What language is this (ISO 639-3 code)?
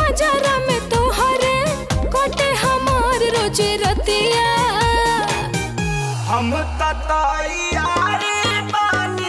bho